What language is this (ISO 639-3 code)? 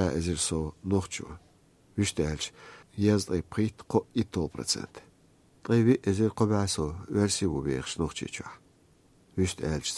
che